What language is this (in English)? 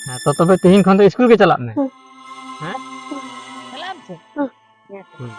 Santali